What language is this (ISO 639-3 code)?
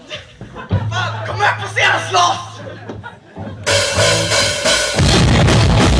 swe